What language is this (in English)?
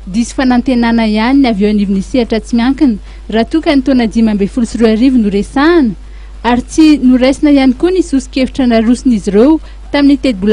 Malagasy